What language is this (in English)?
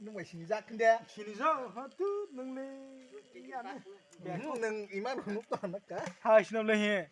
Kok Borok